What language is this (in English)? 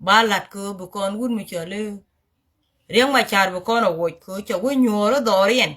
Nuer